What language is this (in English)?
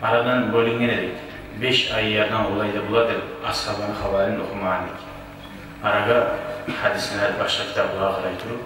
Kumyk